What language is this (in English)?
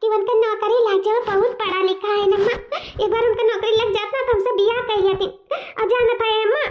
Awadhi